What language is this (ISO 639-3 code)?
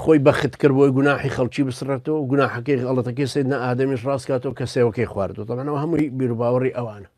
ckb